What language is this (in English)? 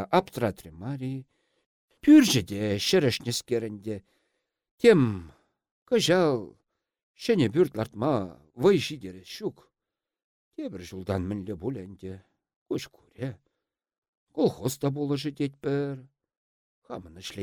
Chuvash